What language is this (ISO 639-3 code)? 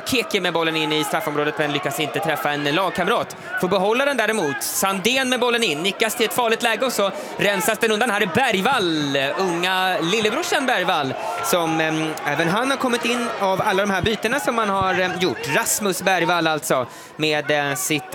swe